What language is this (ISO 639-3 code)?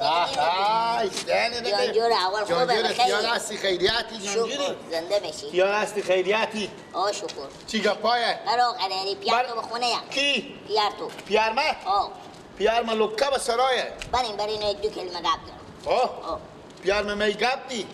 fas